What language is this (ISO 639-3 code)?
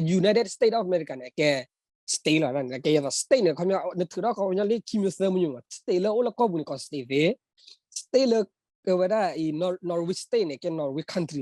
ksw